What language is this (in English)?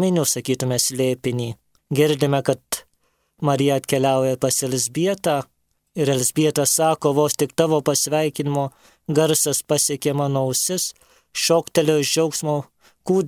Lithuanian